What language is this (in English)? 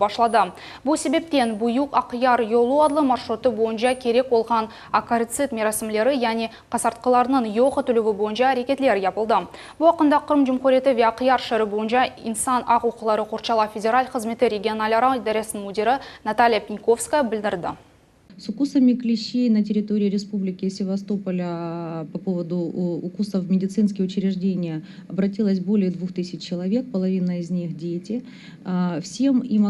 Crimean Tatar